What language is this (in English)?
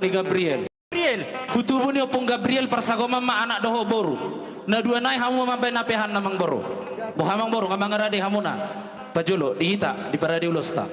Batak Toba